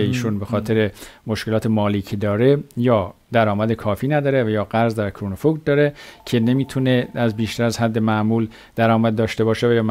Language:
Persian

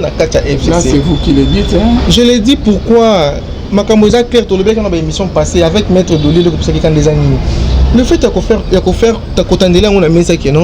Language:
Lingala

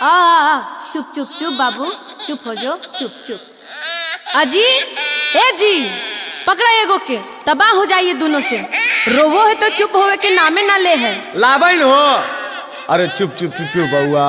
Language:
Magahi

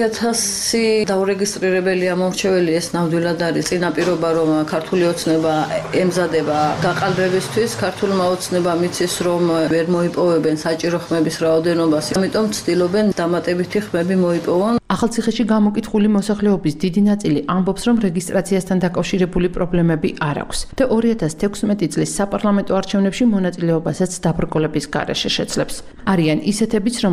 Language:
Georgian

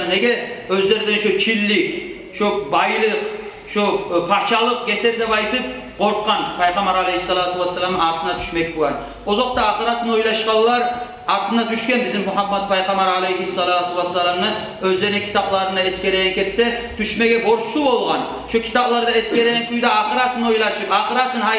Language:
Kumyk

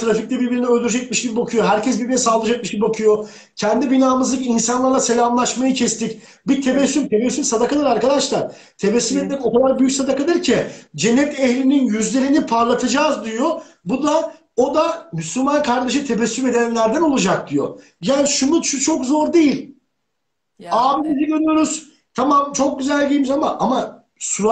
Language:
Turkish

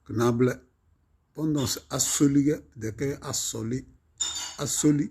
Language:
Tem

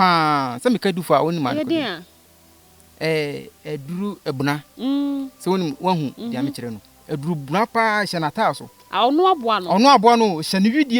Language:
Akan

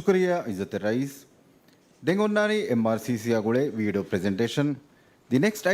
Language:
Divehi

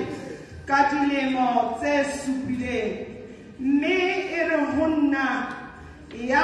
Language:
Southern Sotho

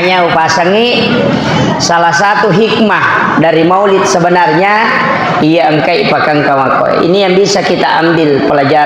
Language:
Buginese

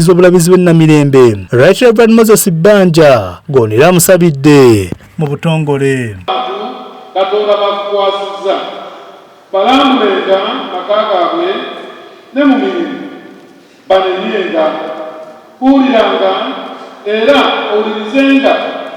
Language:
Ganda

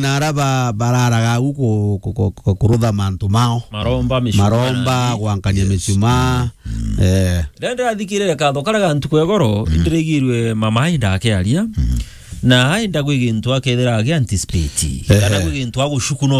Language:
Meru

